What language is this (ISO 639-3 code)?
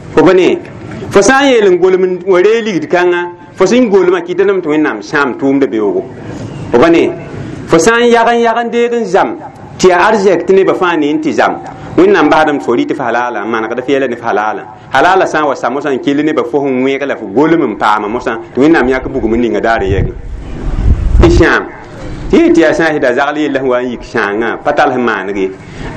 mos